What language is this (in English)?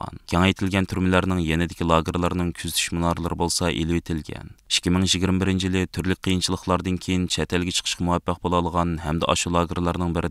Uyghur